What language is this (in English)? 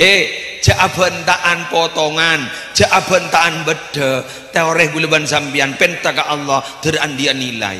Madurese